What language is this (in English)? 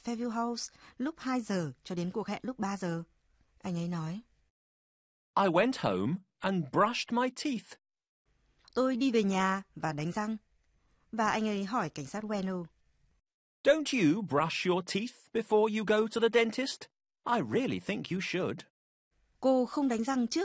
Vietnamese